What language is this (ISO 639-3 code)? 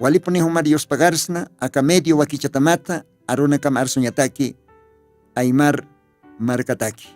aym